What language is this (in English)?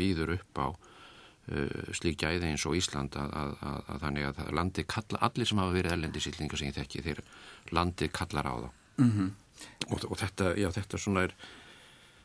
Icelandic